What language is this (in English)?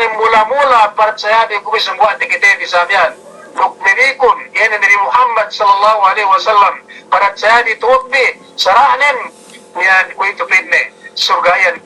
Yakan